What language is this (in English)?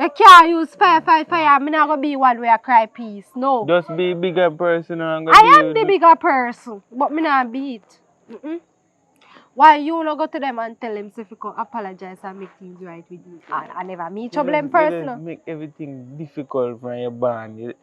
Jamaican Creole English